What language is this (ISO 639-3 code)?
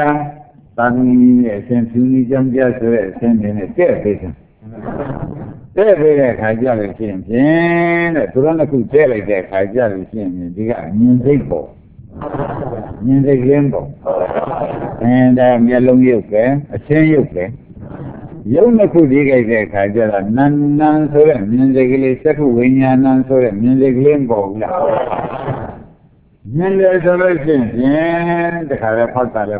mya